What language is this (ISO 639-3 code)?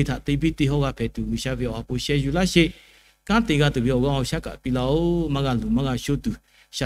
lhu